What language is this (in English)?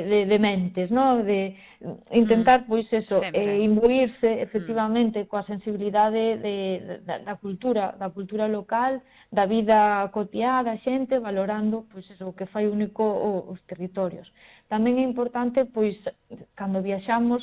Galician